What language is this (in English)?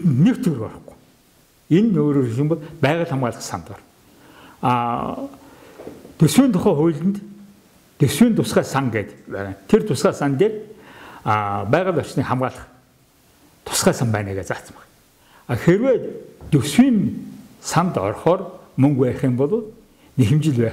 Mongolian